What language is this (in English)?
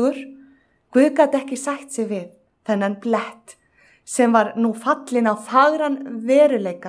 Icelandic